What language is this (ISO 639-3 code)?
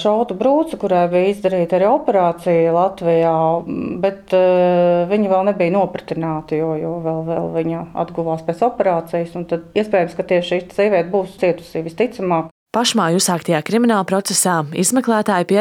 lav